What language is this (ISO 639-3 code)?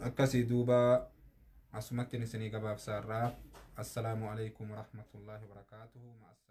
orm